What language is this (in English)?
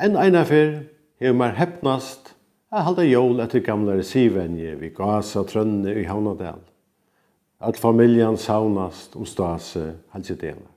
Faroese